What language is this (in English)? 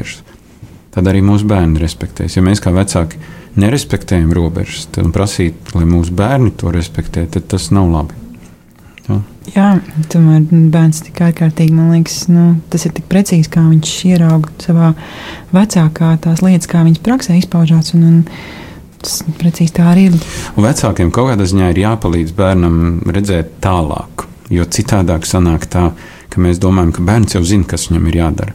Latvian